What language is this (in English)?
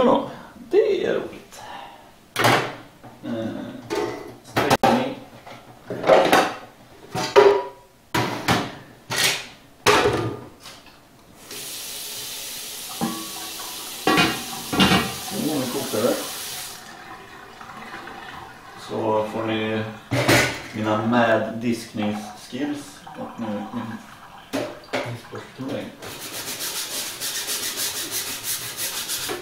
Swedish